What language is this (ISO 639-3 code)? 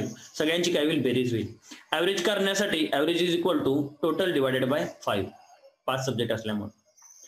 mar